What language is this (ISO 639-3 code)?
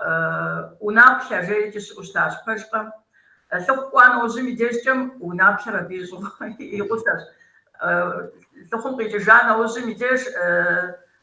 kbd